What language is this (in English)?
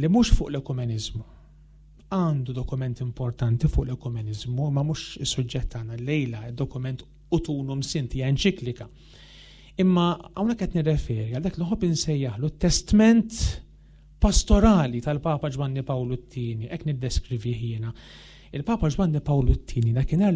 Maltese